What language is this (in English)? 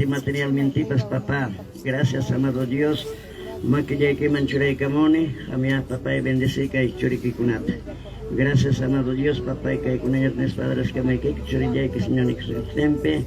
Ayacucho Quechua